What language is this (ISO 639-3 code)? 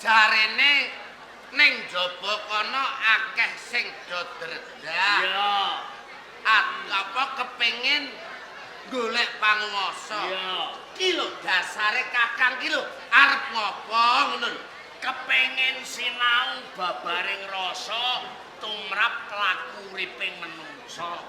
jav